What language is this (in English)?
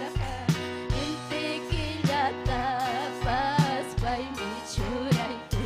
Ayacucho Quechua